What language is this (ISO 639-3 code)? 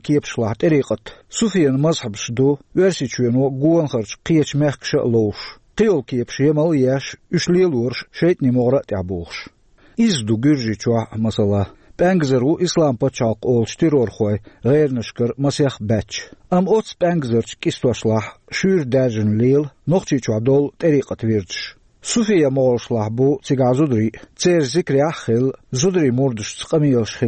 che